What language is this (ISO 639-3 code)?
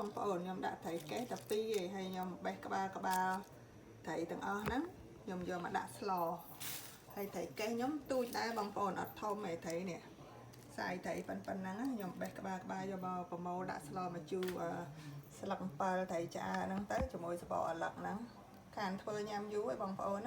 khm